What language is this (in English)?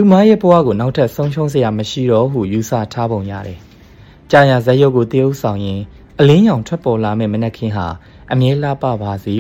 Burmese